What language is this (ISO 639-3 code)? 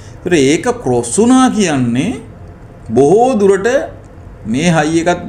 sin